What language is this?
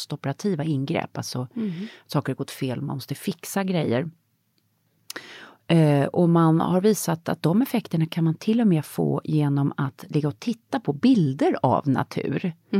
Swedish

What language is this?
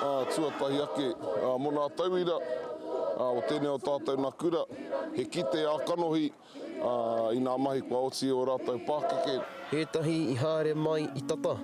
Māori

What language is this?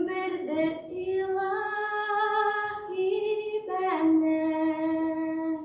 Tatar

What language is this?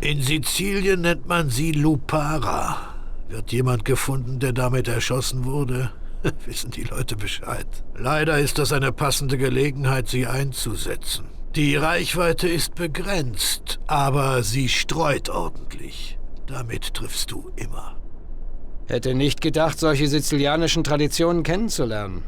Bavarian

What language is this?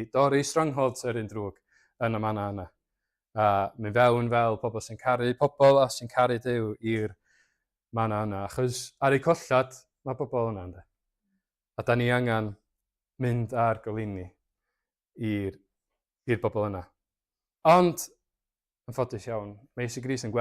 Welsh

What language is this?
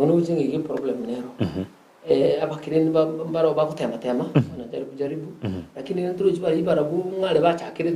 Gusii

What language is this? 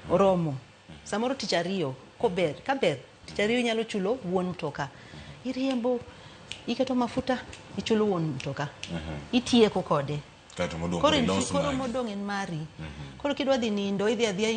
Luo (Kenya and Tanzania)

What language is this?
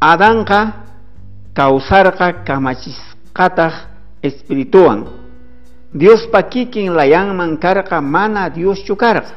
South Bolivian Quechua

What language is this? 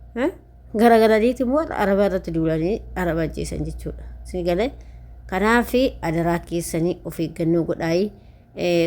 Oromo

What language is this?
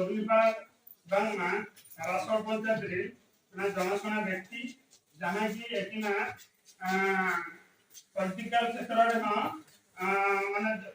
Santali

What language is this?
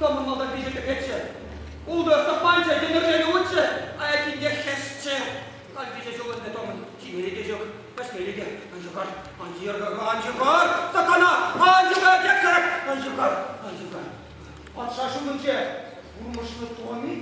Chuvash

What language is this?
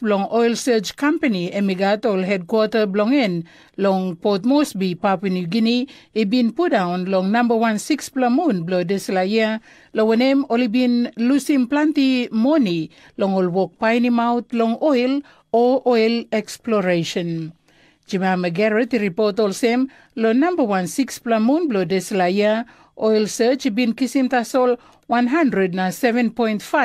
Tok Pisin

